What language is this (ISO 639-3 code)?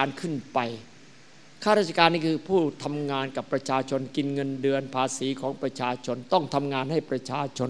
tha